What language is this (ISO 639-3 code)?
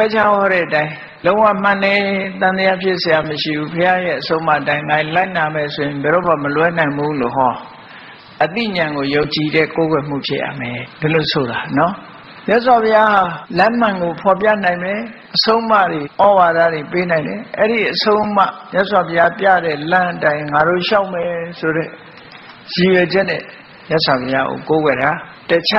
mya